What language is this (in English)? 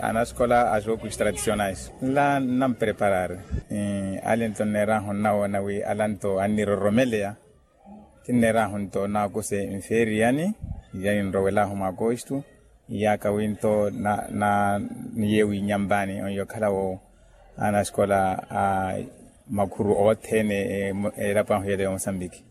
Makhuwa